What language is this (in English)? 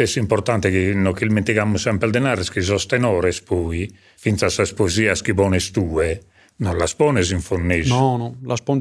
Sardinian